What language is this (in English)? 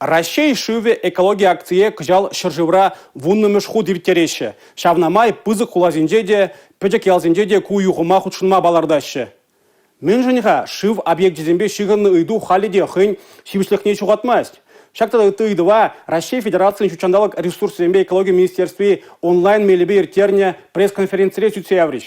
Chuvash